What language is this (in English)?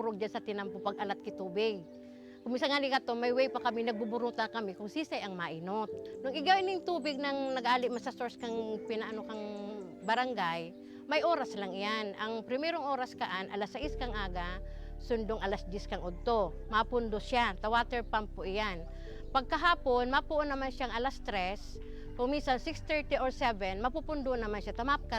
Bikol